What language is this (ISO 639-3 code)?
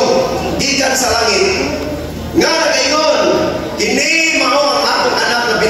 ceb